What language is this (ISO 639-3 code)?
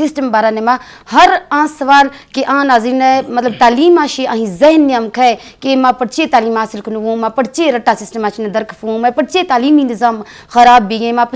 bgp